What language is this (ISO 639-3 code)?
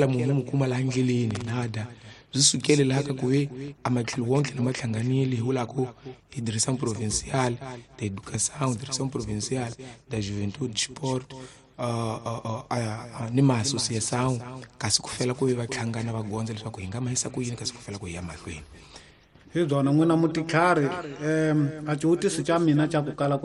tso